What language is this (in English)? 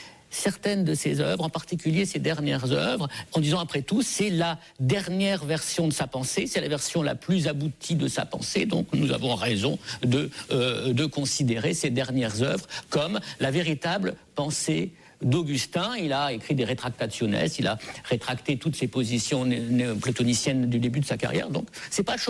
French